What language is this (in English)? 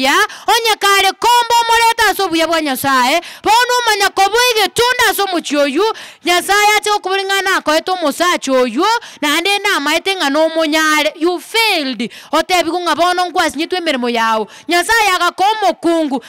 Gusii